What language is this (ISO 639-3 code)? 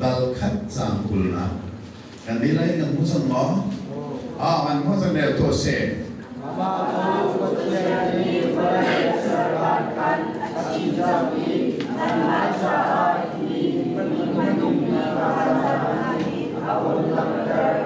cnh